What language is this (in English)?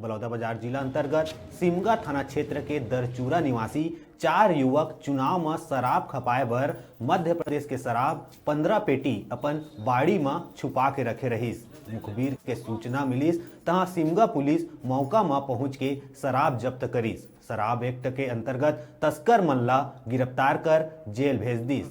Chhattisgarhi